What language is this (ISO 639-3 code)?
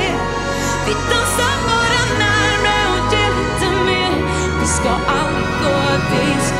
swe